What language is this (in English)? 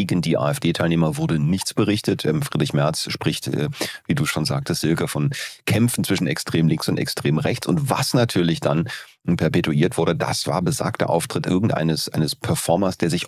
German